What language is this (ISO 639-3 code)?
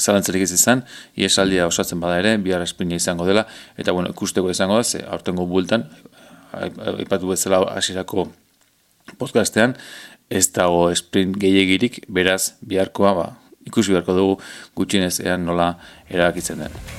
eus